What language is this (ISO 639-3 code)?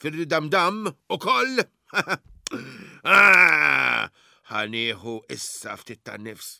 mlt